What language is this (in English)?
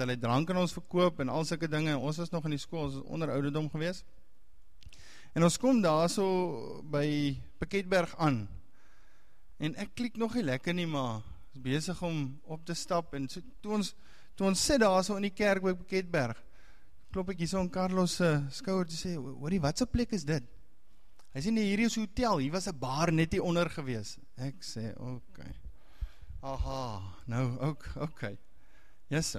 Afrikaans